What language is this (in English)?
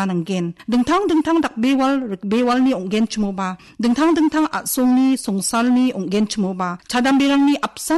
Garo